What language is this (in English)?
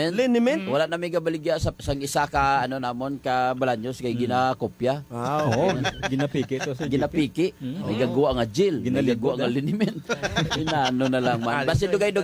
Hiligaynon